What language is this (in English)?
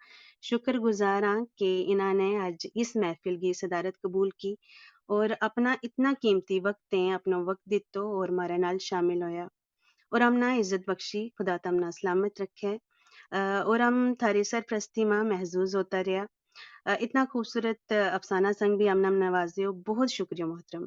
Gujari